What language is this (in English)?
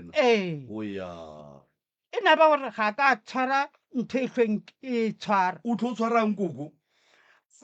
Northern Sotho